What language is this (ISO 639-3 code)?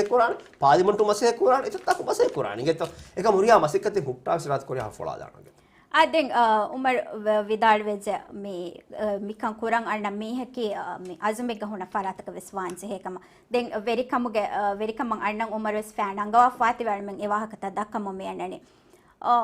div